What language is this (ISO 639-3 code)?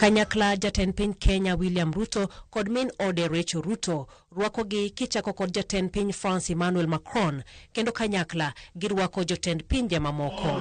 luo